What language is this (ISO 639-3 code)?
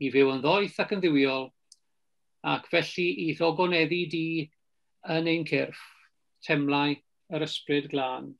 cym